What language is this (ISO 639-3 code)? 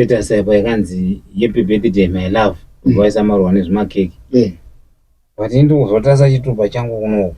sna